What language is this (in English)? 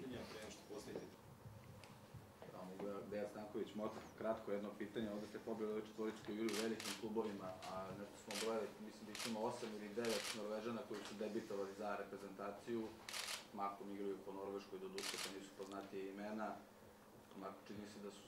Serbian